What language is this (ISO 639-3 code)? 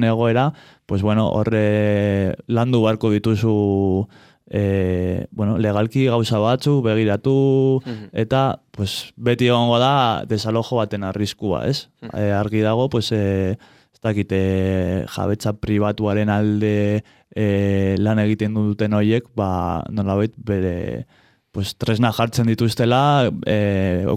eus